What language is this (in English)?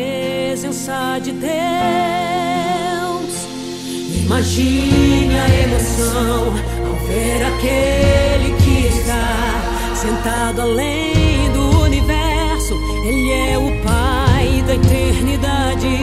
Portuguese